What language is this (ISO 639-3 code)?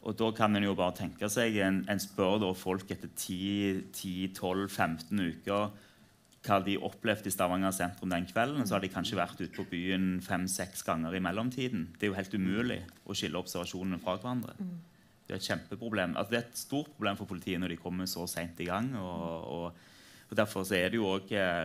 nor